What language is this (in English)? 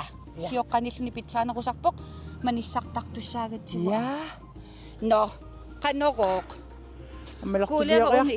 Kalaallisut